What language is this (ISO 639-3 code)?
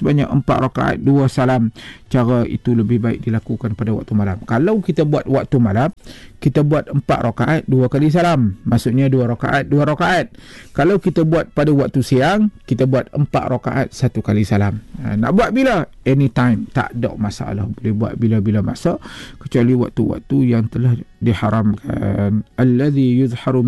msa